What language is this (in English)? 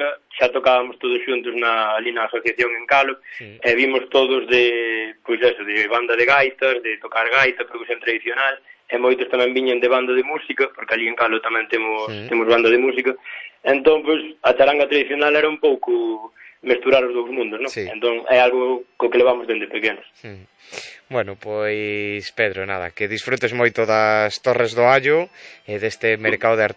Galician